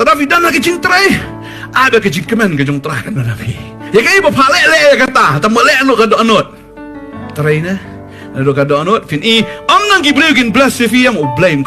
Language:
Khasi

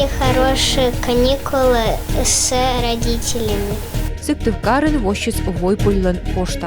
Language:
Komi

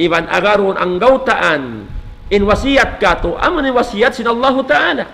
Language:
Tausug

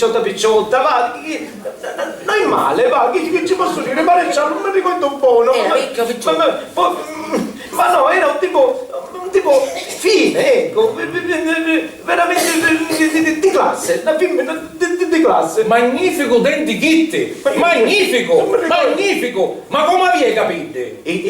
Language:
Sicilian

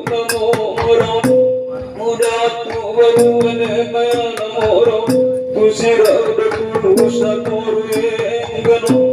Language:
Batak Toba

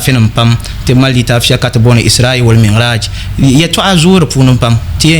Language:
Dagbani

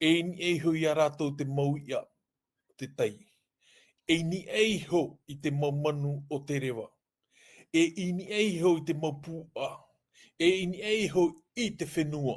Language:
Tahitian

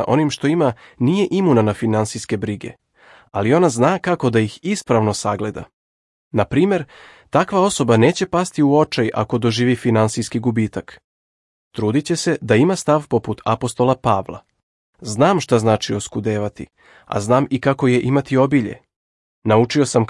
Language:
Serbian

